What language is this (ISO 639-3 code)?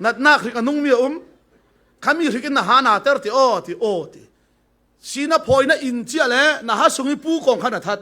cfm